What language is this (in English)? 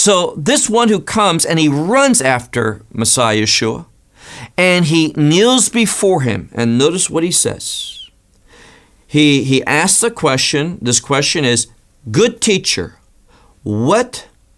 English